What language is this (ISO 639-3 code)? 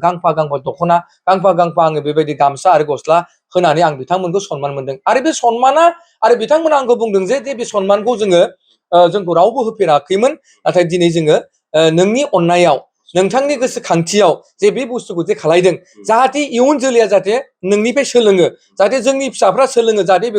brx